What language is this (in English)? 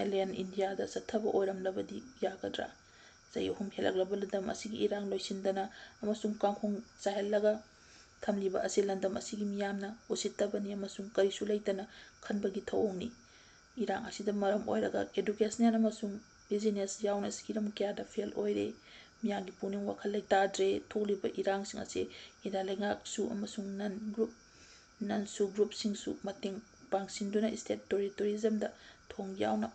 Manipuri